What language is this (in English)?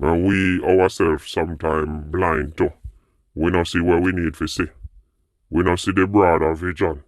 Jamaican Creole English